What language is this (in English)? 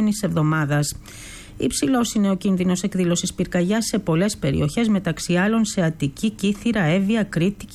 Greek